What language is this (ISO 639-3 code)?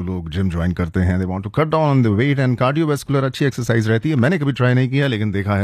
hin